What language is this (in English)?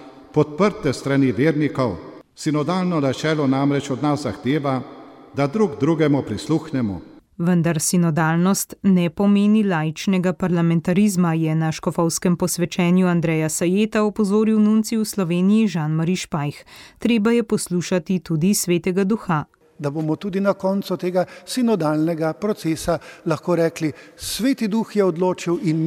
Slovenian